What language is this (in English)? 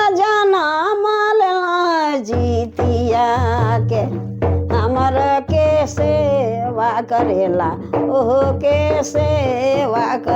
Sadri